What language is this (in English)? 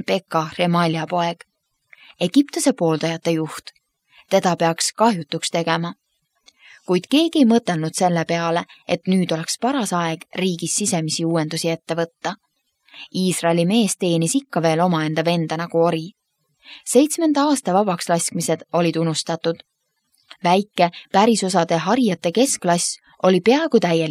Estonian